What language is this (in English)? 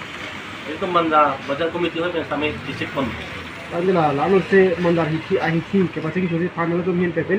Karbi